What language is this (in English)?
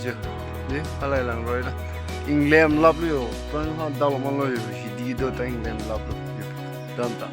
Karbi